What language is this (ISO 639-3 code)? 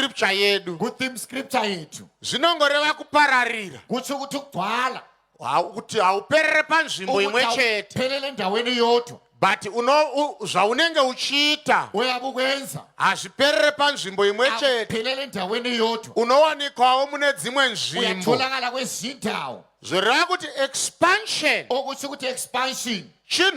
sna